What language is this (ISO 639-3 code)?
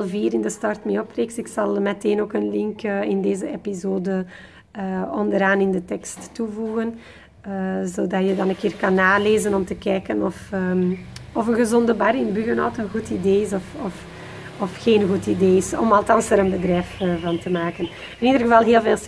nld